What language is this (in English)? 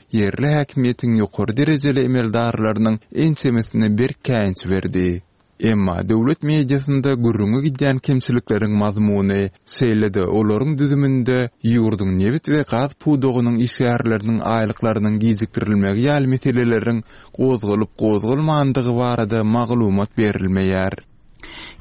Turkmen